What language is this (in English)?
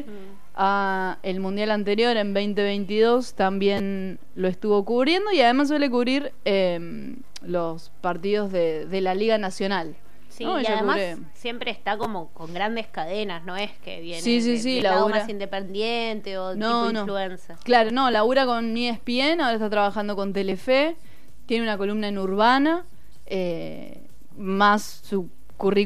Spanish